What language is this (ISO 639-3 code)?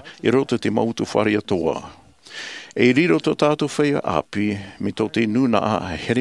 tah